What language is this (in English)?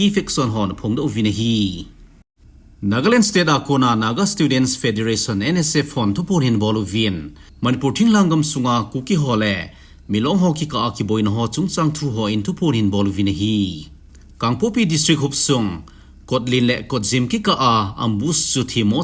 Thado Chin